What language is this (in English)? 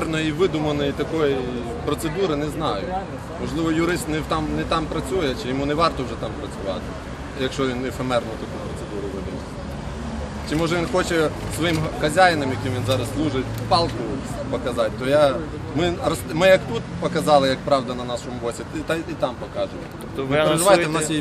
Ukrainian